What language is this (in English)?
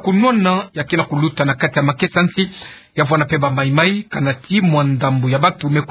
Kituba (Democratic Republic of Congo)